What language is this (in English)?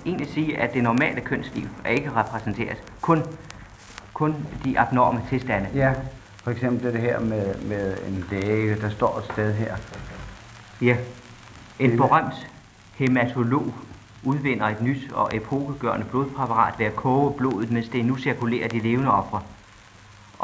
Danish